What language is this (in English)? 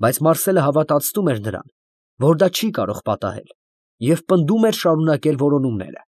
Armenian